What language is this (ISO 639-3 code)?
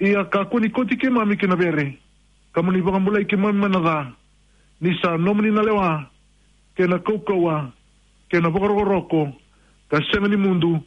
fij